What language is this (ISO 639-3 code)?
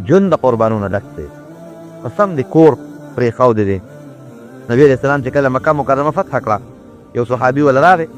pus